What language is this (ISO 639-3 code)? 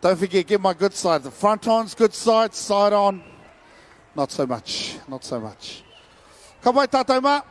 mri